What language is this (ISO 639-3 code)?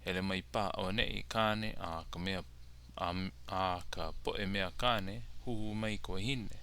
haw